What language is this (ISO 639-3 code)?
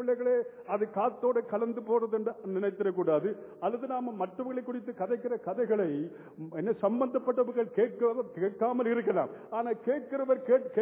tam